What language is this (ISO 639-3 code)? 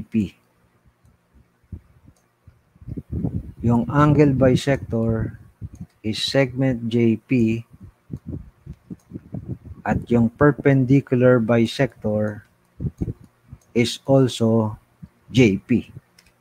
fil